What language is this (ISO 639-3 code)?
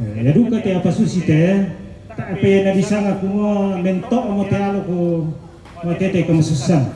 sda